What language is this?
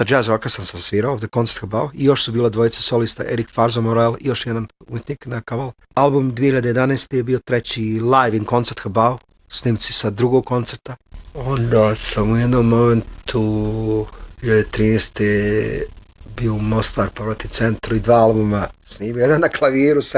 Bosnian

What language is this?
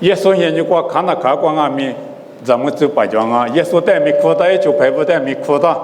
Lisu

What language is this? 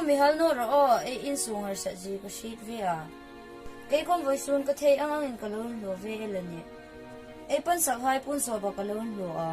Hmar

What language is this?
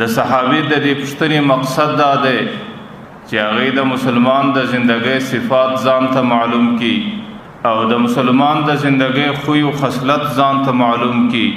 Pashto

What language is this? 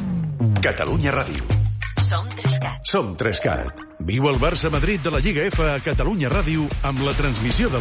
Catalan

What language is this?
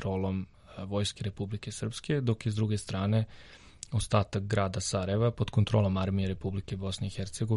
Serbian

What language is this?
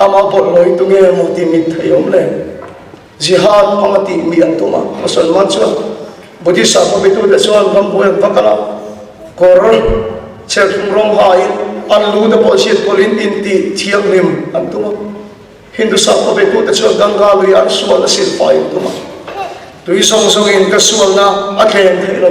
Mizo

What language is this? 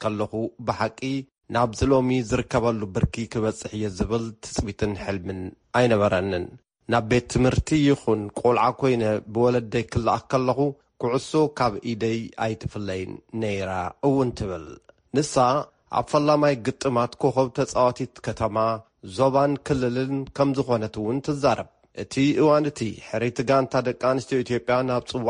Tigrinya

